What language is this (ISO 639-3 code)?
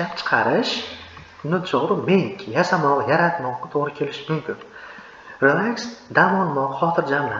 uzb